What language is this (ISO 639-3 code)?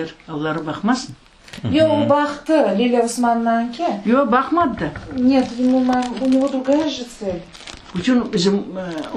crh